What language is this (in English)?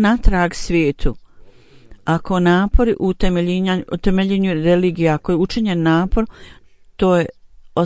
Bosnian